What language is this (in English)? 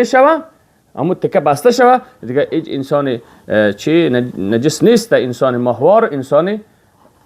Persian